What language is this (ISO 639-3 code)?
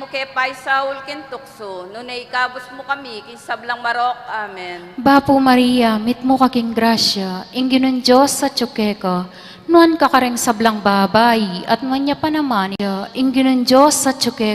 pam